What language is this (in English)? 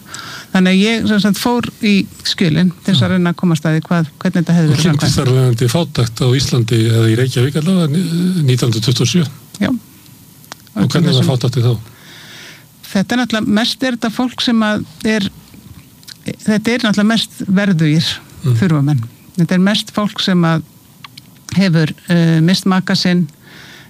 Icelandic